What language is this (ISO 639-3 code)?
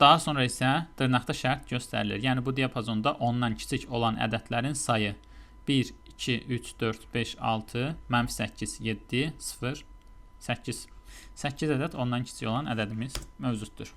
aze